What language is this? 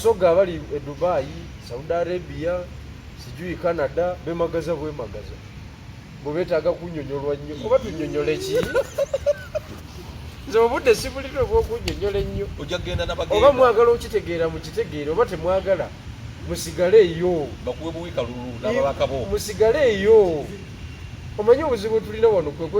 Ganda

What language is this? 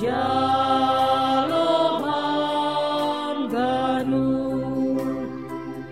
Batak Simalungun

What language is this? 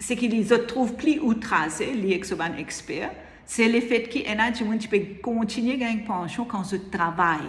Morisyen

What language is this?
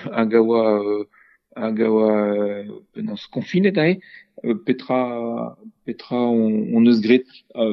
Breton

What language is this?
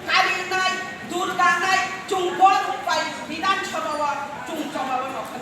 Kok Borok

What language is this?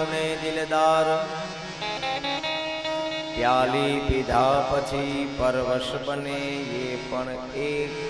Gujarati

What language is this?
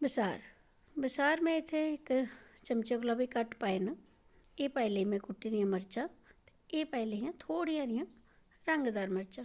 Dogri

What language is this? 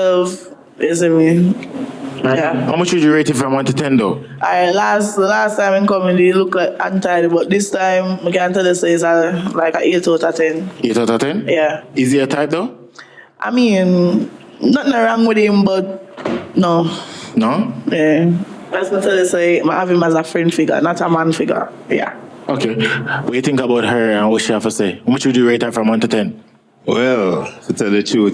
Jamaican Creole English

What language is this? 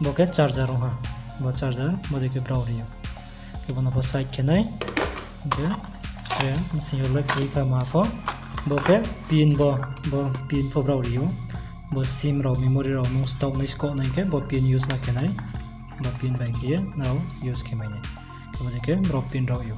Riang (India)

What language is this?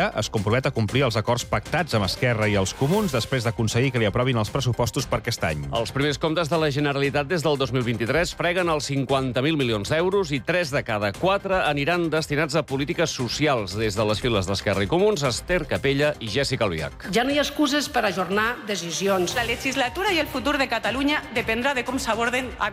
Catalan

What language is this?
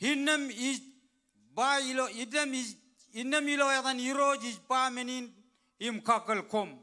Marshallese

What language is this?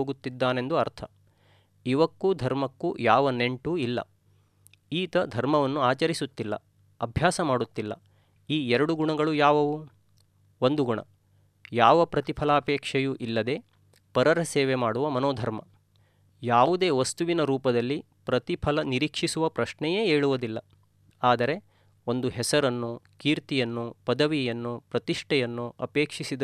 Kannada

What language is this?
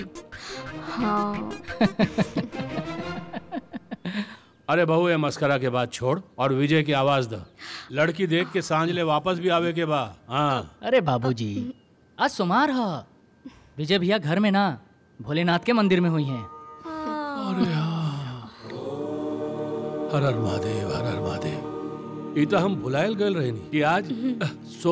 Bhojpuri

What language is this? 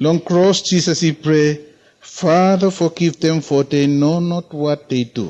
Bislama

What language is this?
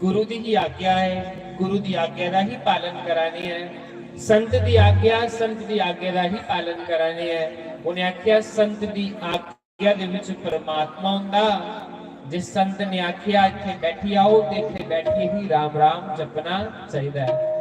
Dogri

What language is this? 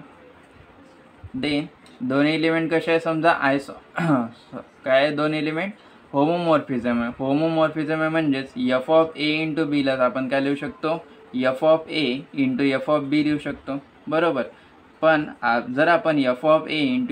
Marathi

